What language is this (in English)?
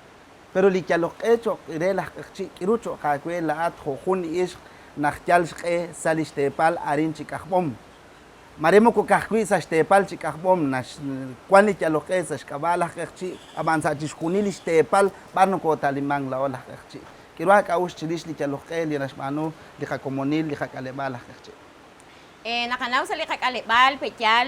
Kekchí